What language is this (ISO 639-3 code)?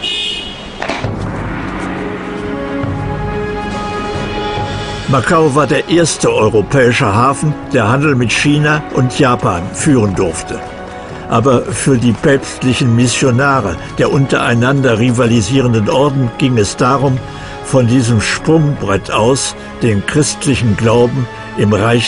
deu